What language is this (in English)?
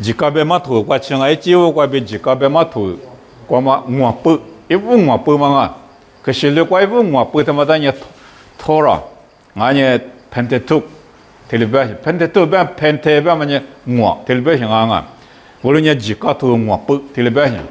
Lisu